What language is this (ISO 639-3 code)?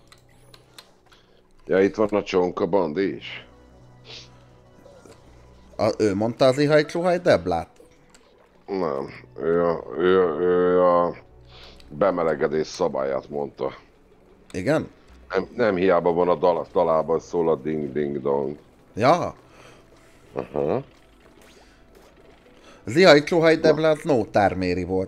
hun